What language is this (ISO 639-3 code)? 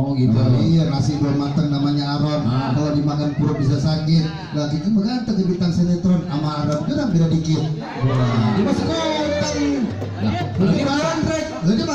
bew